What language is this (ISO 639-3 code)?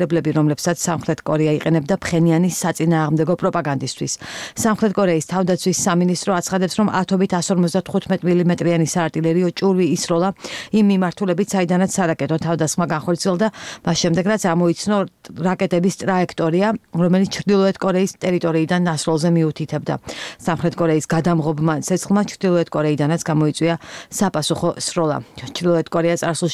kat